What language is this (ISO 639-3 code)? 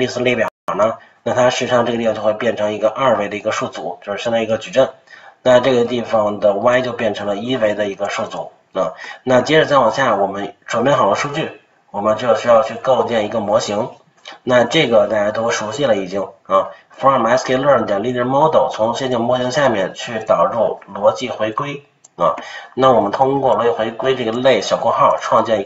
zho